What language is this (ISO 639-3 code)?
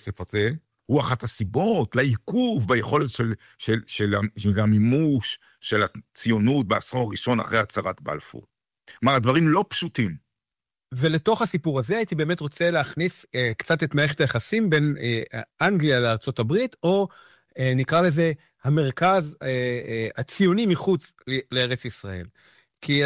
heb